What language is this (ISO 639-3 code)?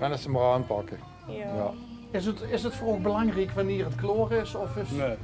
lim